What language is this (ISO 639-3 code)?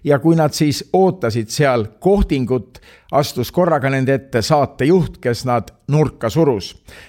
est